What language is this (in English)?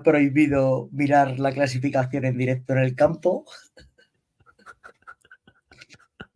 Spanish